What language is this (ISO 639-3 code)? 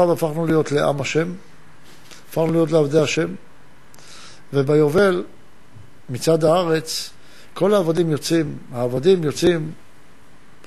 heb